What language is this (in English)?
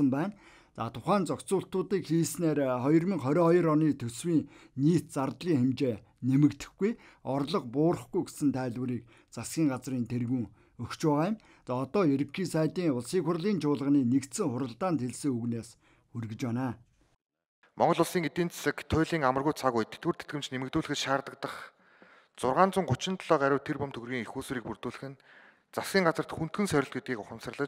Mongolian